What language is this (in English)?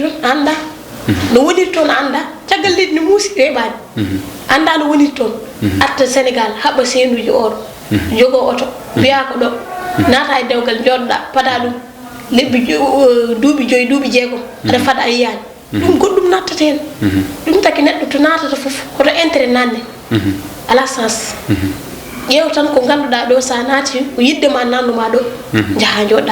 Fula